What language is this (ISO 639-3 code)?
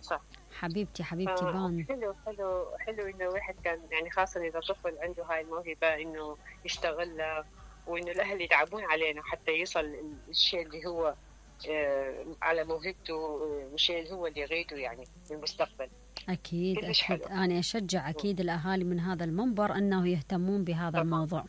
acm